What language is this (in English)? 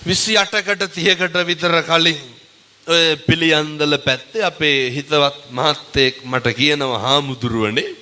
Sinhala